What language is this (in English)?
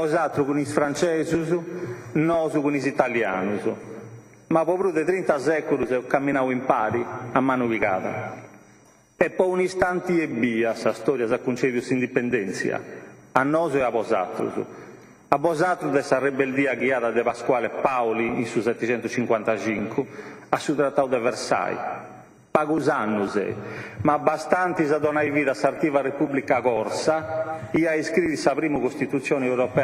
Sardinian